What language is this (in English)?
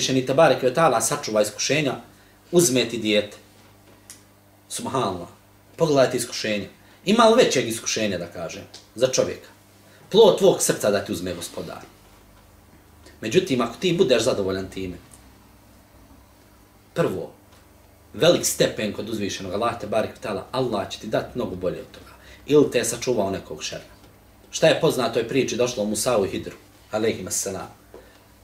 Bosnian